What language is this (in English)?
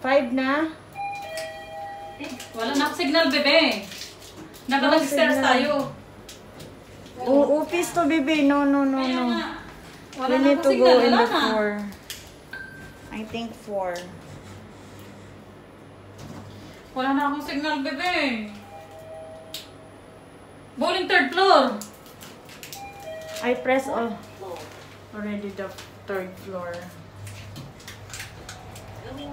Filipino